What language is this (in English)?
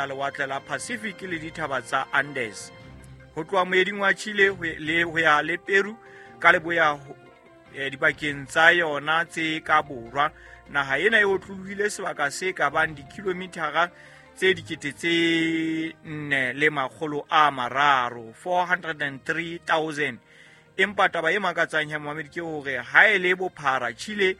Southern Sotho